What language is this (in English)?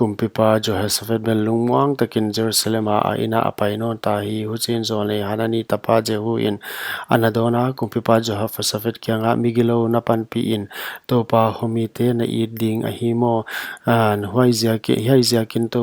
Paite Chin